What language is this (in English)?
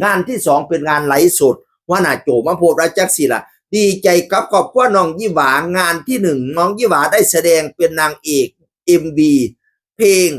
Northeastern Thai